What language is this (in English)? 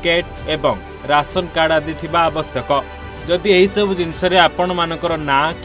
Odia